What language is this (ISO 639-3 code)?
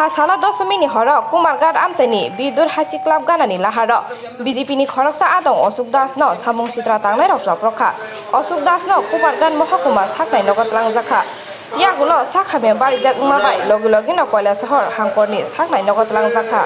trp